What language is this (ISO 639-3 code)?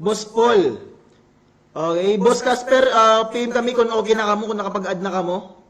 war